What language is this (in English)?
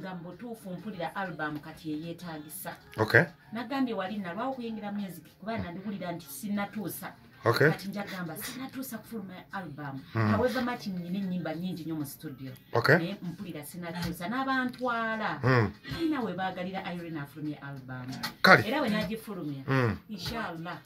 Ganda